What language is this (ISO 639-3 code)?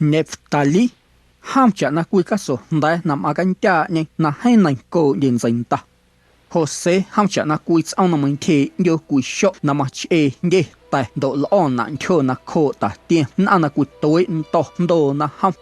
amu